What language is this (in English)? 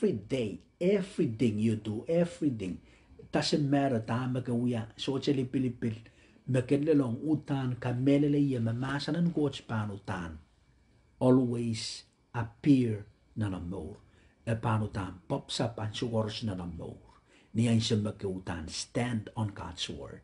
Pohnpeian